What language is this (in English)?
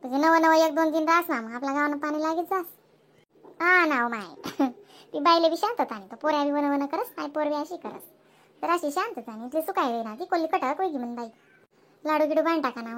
Khandesi